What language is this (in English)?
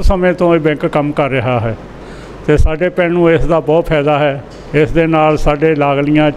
Punjabi